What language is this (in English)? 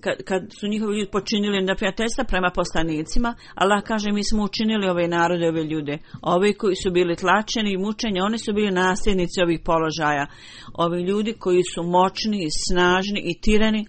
Bosnian